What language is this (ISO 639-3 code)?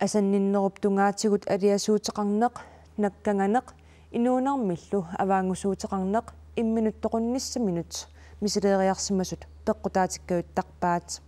kal